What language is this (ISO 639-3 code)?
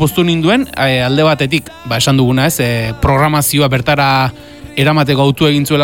eus